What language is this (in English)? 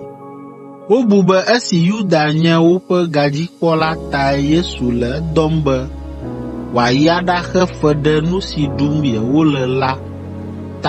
Ewe